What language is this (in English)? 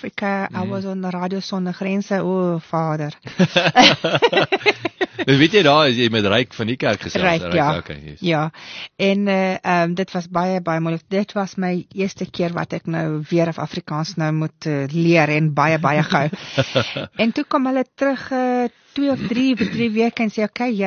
Afrikaans